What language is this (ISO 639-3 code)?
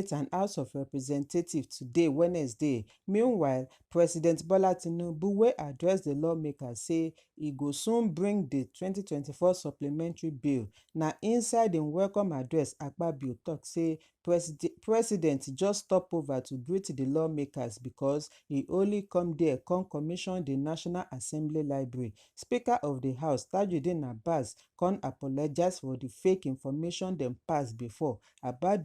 pcm